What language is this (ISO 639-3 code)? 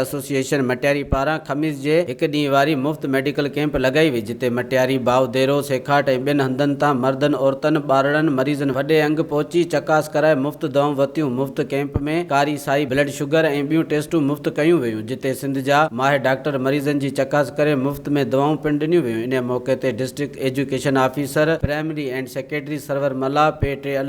snd